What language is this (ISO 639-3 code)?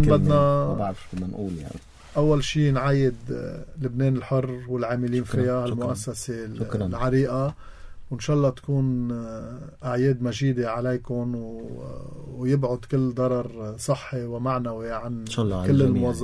apc